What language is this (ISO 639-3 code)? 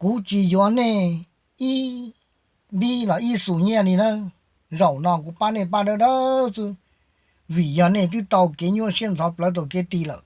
hmn